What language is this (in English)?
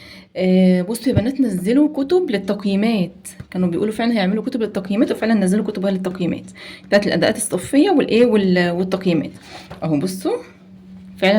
Egyptian Arabic